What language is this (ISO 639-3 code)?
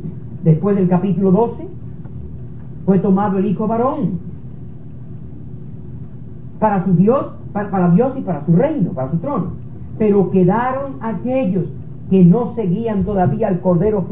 spa